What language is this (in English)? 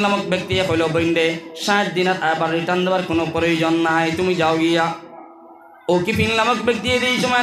Sylheti